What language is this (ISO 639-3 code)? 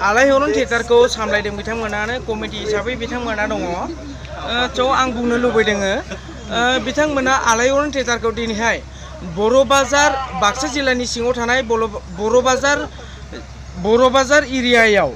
brx